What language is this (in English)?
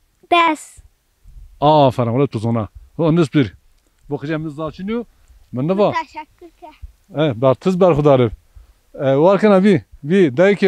Zaza